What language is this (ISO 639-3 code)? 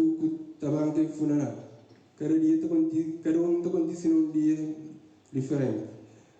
kea